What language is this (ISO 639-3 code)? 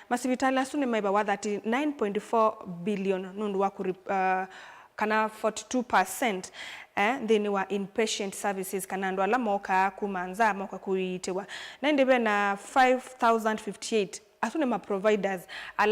kam